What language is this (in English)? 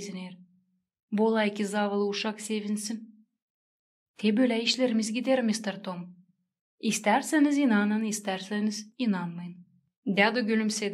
Gagauz